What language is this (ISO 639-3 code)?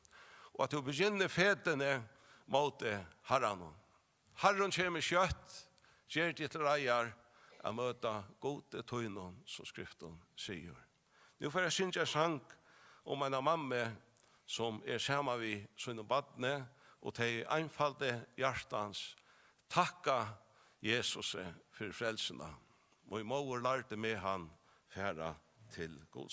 fao